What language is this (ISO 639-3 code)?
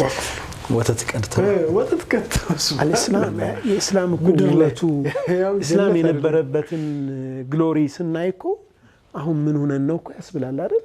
amh